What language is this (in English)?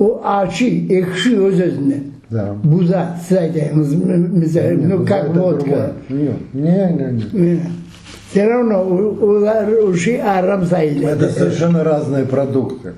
Crimean Tatar